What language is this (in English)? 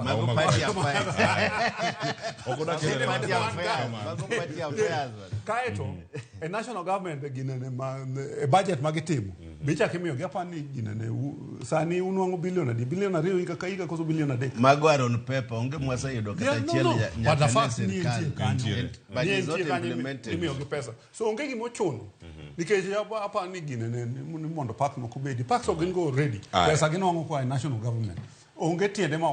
Luo (Kenya and Tanzania)